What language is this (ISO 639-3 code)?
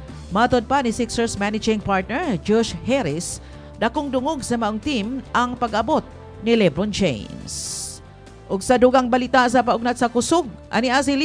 ceb